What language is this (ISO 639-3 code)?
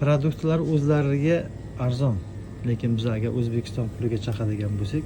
uzb